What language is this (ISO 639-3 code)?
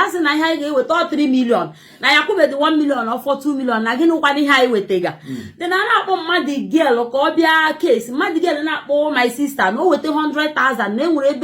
ibo